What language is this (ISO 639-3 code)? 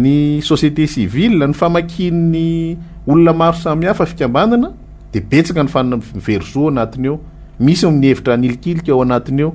mlg